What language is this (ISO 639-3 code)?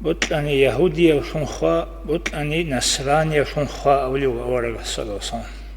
ava